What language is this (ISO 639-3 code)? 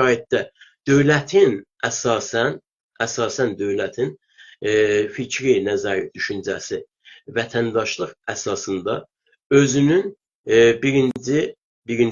azb